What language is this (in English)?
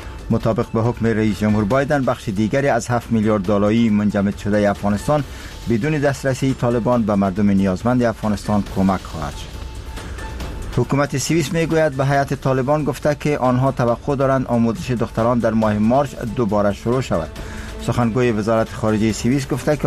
Persian